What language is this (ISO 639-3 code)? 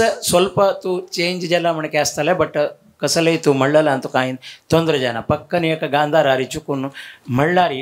kok